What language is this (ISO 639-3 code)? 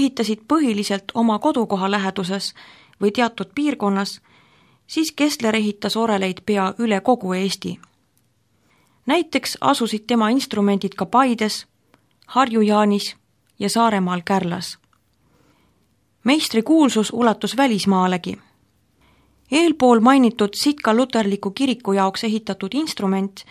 est